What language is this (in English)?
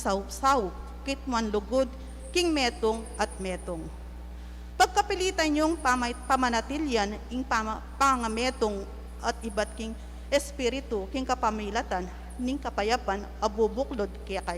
Pampanga